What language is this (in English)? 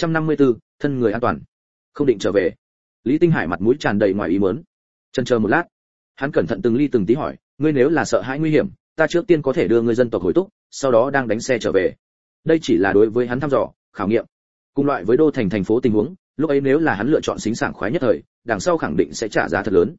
Vietnamese